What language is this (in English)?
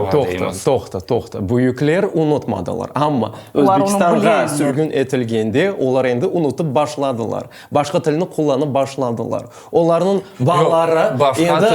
Crimean Tatar